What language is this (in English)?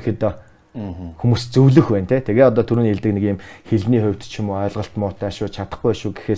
Mongolian